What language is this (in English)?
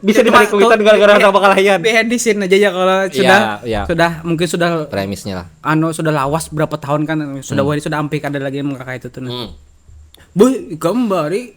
Banjar